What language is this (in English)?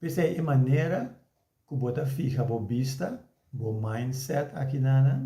Papiamento